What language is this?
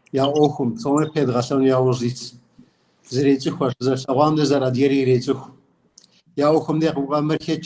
Kabardian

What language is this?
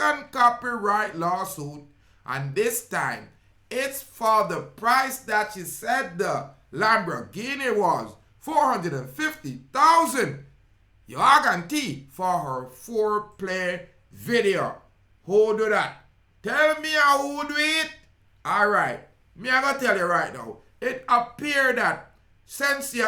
Jamaican Creole English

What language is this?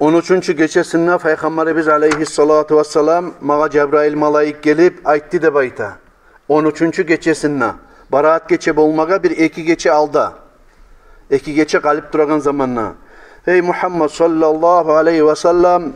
Kumyk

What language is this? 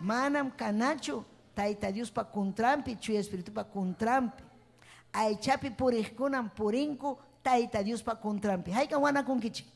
Ayacucho Quechua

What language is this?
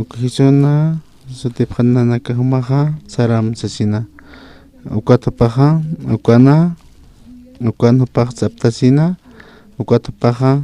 Aymara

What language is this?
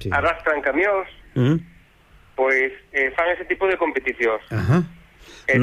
Galician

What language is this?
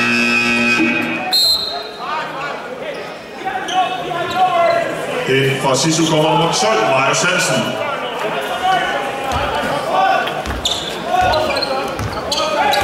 Danish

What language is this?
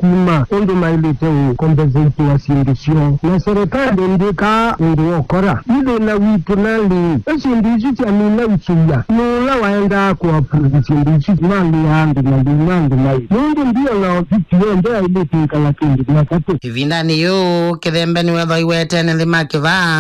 Kamba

